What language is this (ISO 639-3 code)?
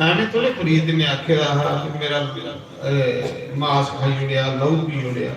doi